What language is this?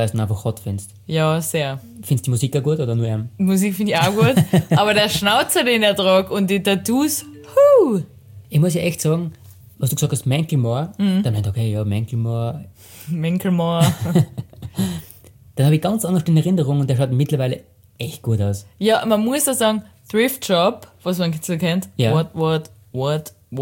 German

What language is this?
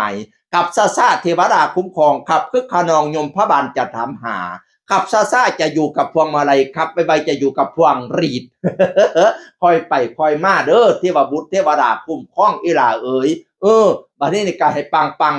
Northeastern Thai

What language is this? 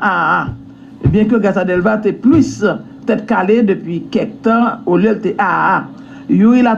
Haitian Creole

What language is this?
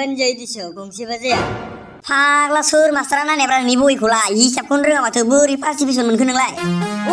Bodo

